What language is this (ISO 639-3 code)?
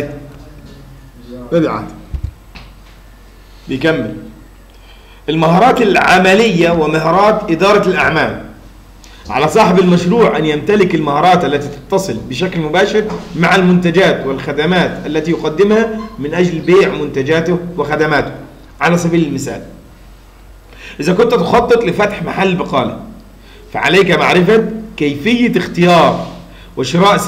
arz